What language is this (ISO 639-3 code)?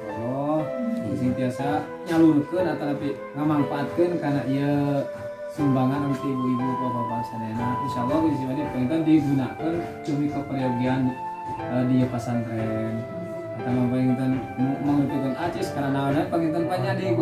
sun